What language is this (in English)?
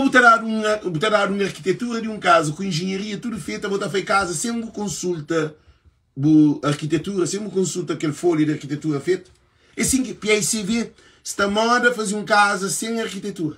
Kabuverdianu